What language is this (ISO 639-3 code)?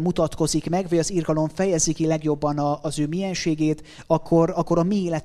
hun